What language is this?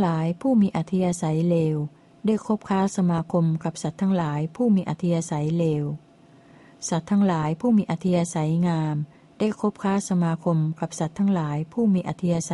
Thai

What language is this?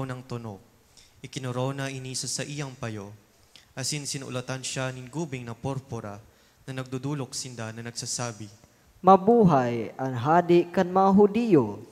Bikol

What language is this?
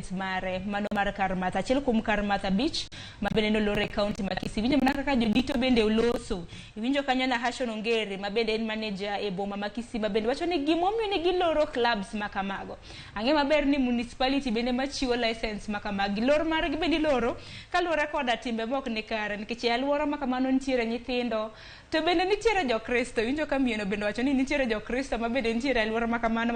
Luo (Kenya and Tanzania)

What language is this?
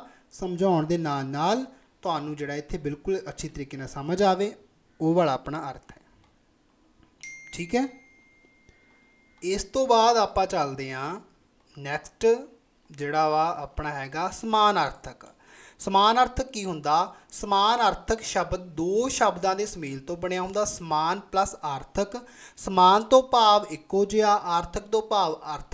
Punjabi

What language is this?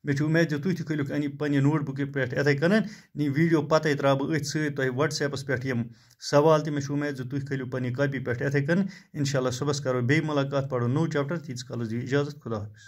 Kashmiri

